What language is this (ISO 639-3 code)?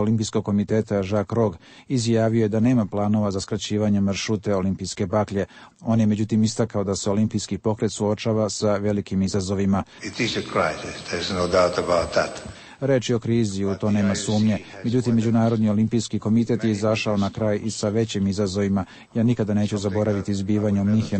srp